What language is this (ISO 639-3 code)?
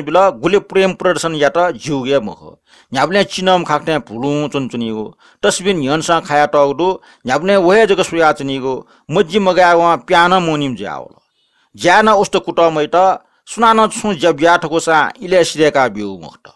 new